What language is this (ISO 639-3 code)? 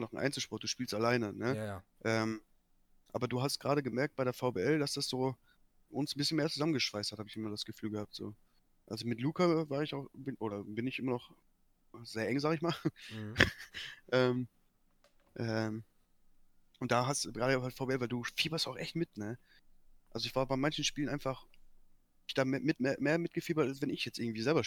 deu